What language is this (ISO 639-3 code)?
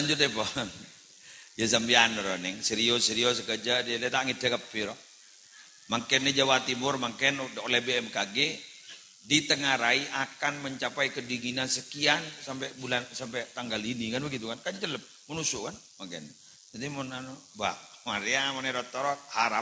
mad